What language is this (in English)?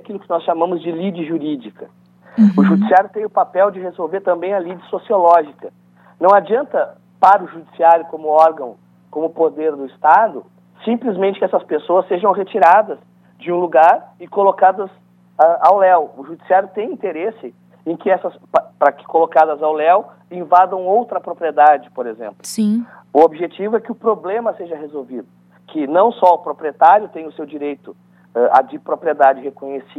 Portuguese